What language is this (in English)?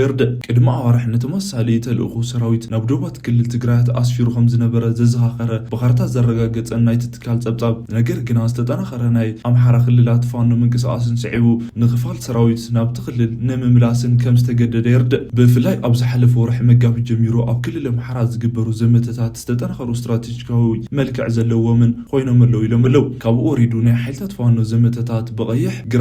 Tigrinya